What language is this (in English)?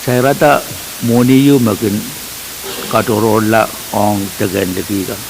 Pohnpeian